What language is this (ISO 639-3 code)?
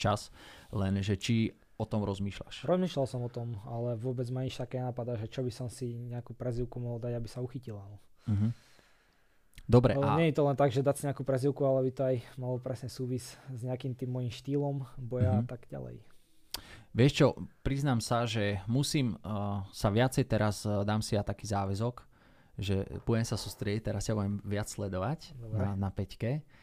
slk